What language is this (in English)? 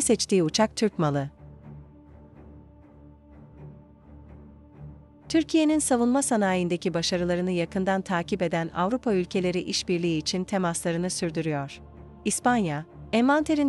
Turkish